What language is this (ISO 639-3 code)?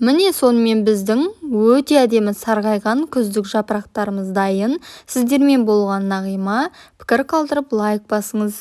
kaz